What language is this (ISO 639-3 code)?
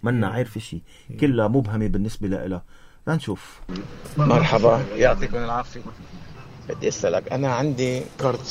apc